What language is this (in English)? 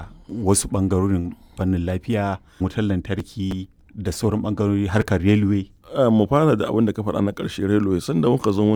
Hausa